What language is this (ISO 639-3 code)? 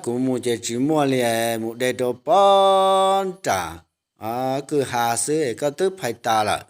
hmn